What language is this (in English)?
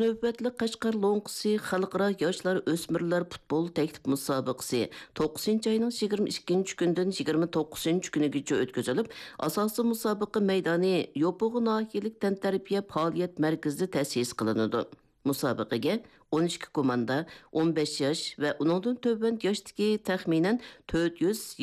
Uyghur